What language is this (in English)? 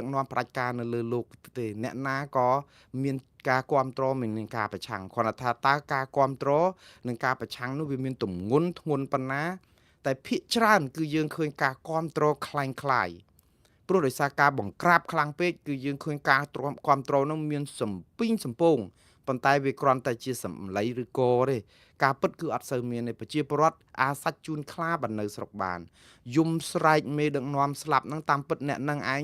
Khmer